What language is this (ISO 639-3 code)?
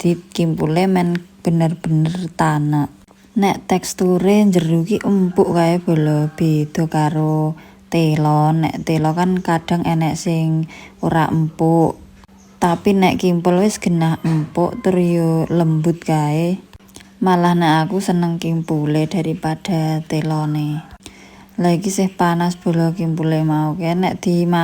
jav